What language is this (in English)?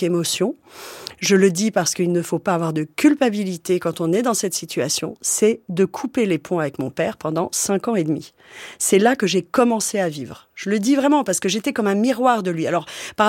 French